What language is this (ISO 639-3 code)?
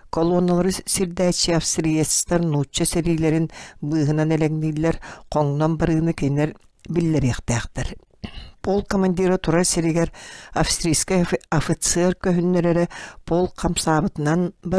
sah